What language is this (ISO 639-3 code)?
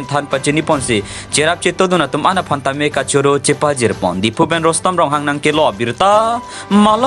mjw